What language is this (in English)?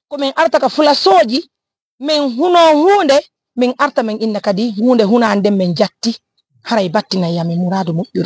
Fula